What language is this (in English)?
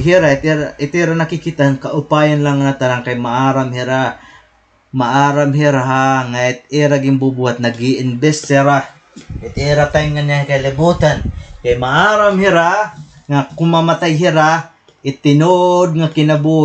Waray